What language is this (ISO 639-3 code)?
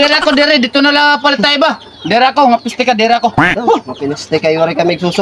war